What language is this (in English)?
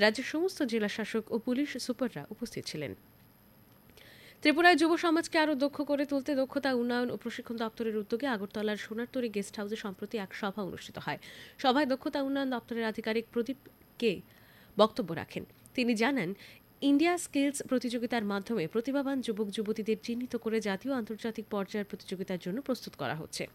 Bangla